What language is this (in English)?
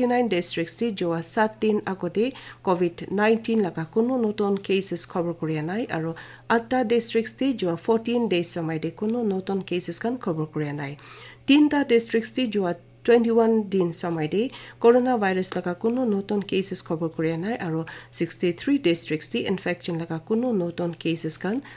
Naga Pidgin